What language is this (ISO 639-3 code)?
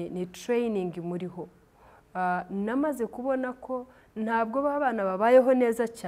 kin